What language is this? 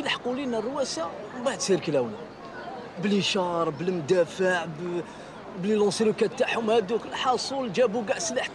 Algerian Arabic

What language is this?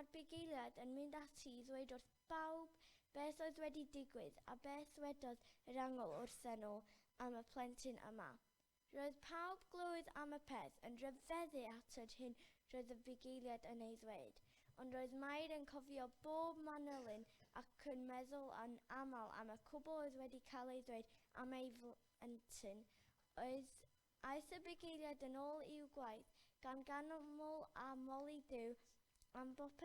Welsh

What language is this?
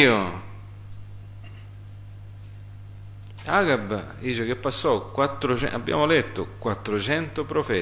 Italian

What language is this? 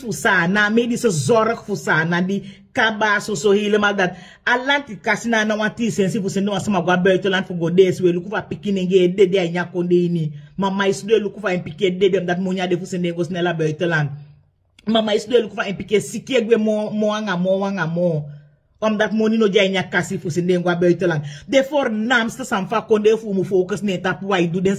Sranan Tongo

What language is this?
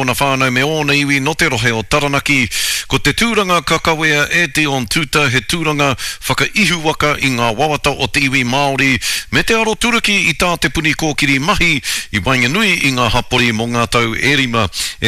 Māori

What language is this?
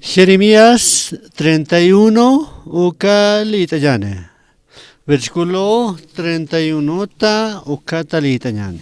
Aymara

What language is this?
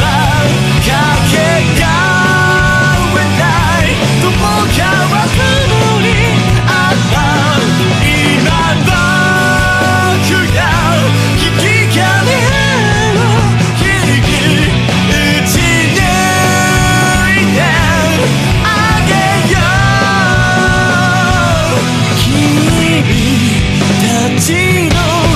Japanese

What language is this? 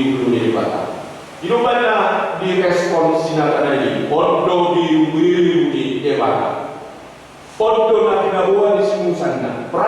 Batak Toba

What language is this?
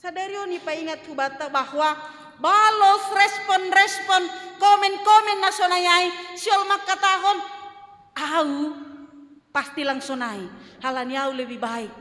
Batak Simalungun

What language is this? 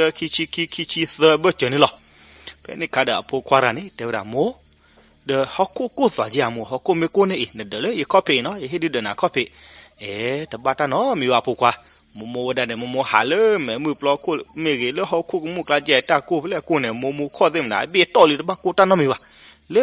S'gaw Karen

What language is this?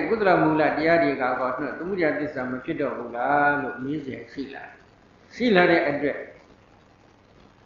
Burmese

